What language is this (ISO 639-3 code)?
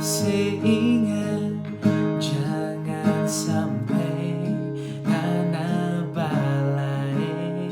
xmm